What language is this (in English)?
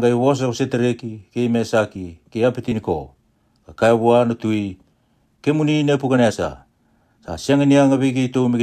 Fijian